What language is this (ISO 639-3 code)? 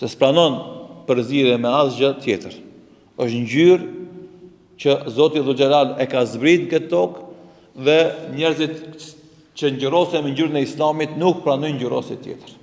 sqi